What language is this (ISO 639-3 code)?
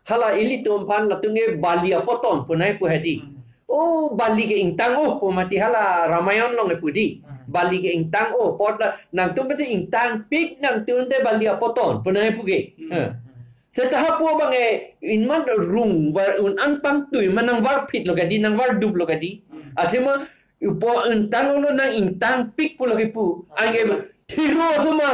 mjw